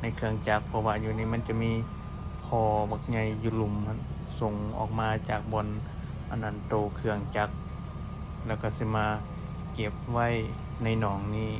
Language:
Lao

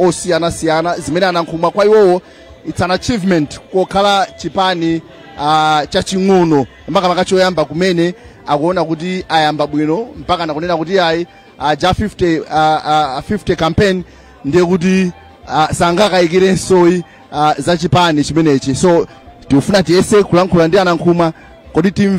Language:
Nyanja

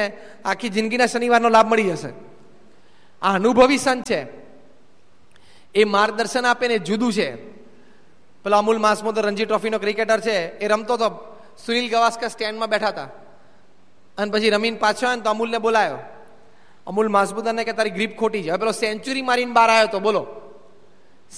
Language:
Gujarati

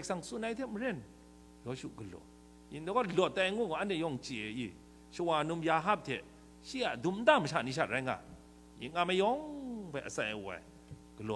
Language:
Kachin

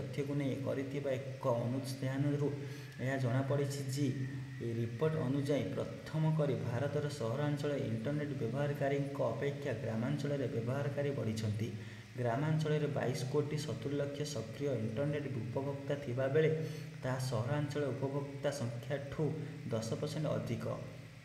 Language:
Odia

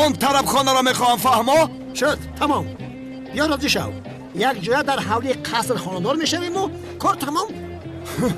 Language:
Tajik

